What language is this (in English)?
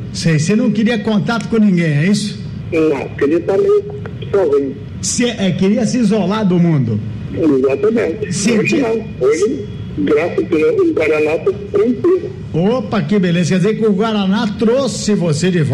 Portuguese